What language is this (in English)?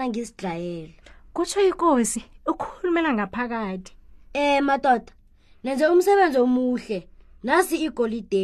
South Ndebele